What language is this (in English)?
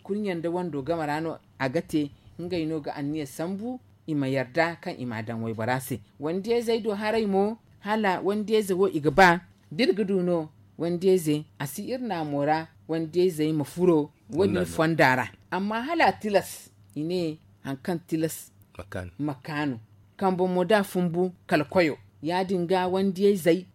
Zarma